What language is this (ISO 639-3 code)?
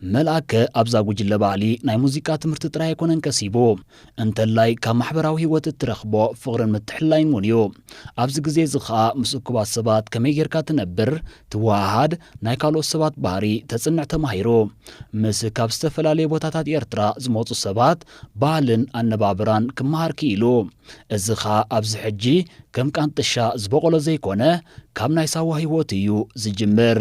tir